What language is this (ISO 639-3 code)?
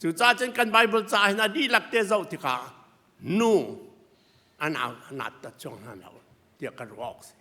cnh